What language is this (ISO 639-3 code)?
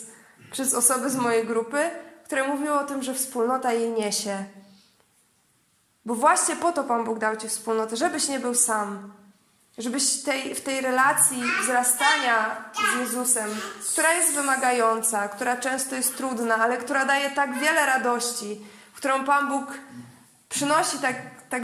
pol